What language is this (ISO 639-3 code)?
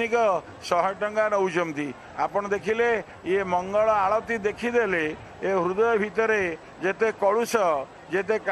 ori